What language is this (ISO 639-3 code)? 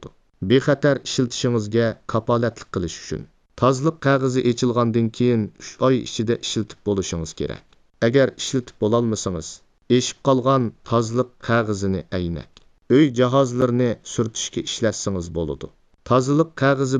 uig